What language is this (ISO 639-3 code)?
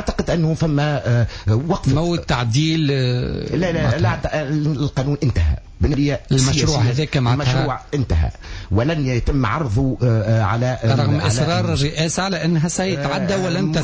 aeb